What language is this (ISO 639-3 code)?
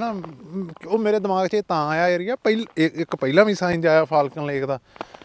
pan